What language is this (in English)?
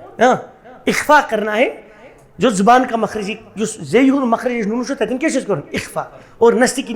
Kashmiri